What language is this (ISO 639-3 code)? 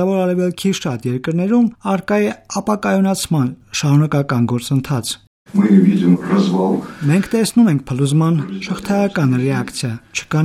hye